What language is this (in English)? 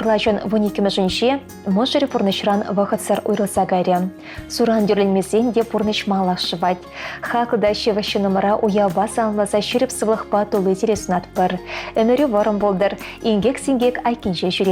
Chuvash